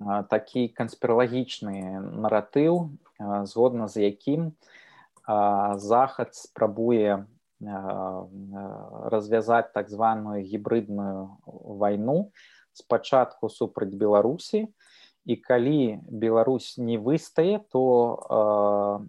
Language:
Belarusian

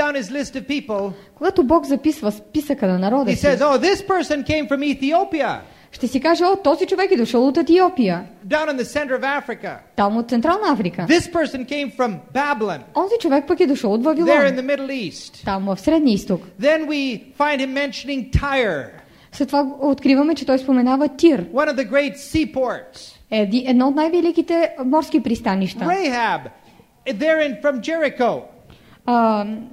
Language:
Bulgarian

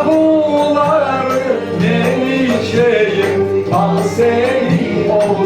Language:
Crimean Tatar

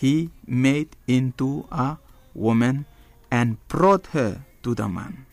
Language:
Bislama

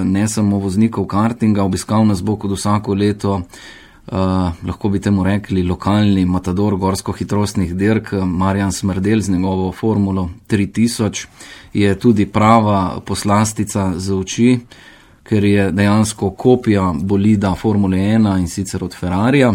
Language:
Slovenian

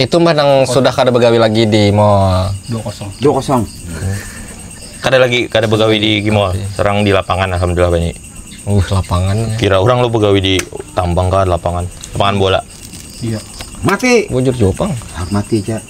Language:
Banjar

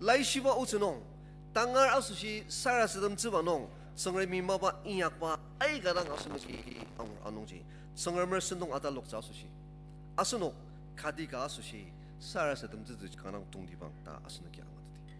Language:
Ao Naga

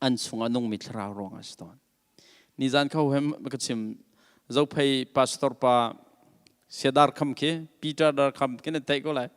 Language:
Hakha Chin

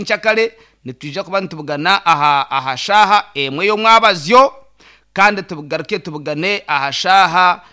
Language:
Nyankole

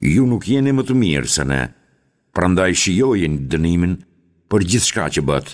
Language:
Albanian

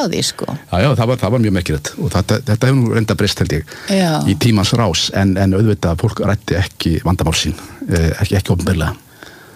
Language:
Icelandic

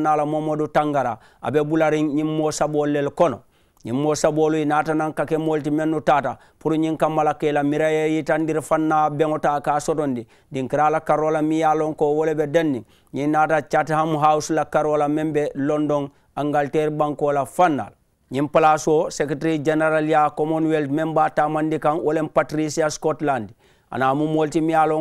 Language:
Mandingo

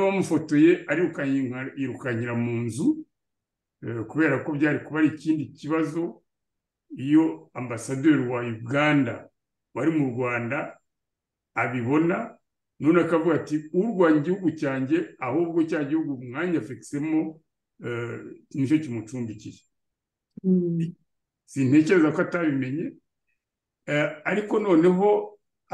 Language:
Kinyarwanda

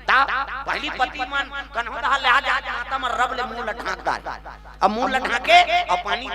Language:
Chhattisgarhi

